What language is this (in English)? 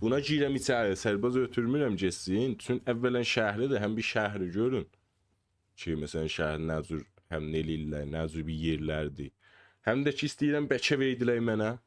South Azerbaijani